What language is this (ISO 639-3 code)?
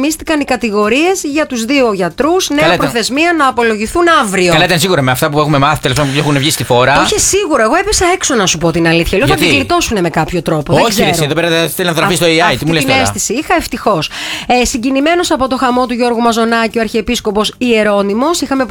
ell